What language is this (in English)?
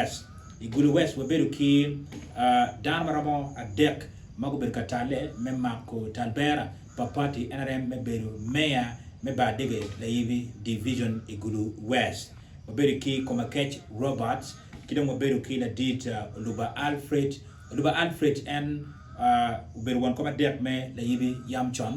Acoli